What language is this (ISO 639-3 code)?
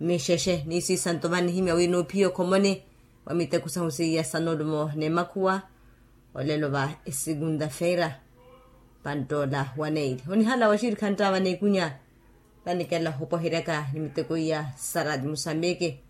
vmw